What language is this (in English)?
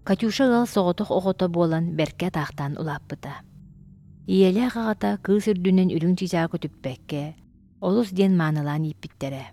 Yakut